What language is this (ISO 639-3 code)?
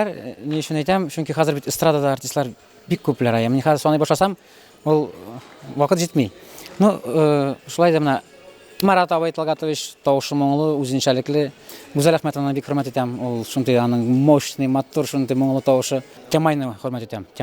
tat